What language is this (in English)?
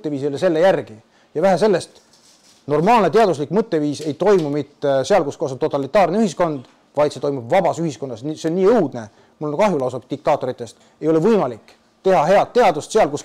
Estonian